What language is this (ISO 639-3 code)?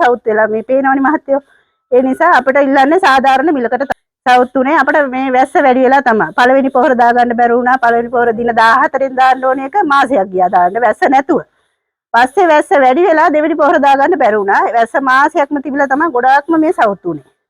sin